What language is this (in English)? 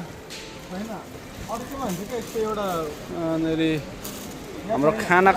Nepali